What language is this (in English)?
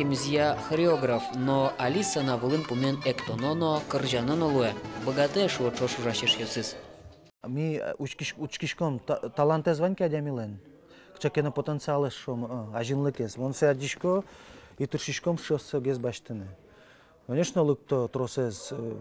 Udmurt